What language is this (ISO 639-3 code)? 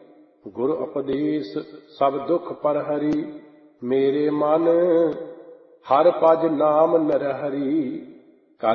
pan